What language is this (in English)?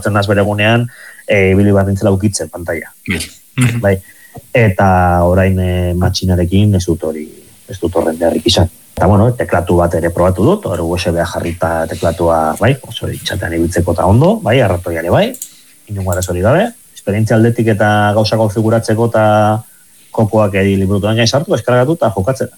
Basque